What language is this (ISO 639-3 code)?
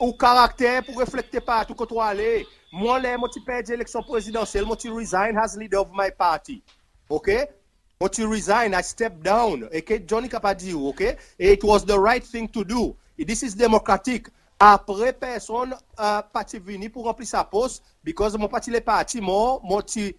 crs